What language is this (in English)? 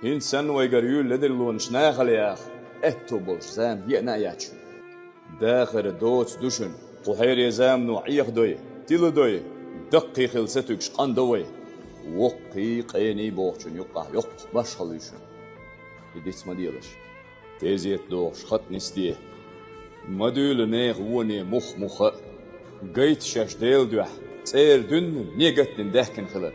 Chechen